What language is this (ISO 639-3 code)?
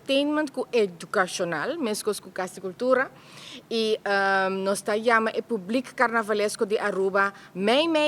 pap